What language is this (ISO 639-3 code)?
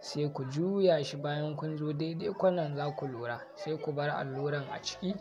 hau